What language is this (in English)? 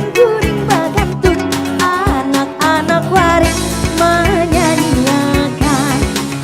Banjar